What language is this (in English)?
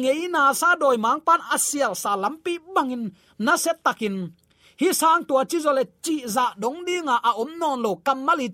Tedim Chin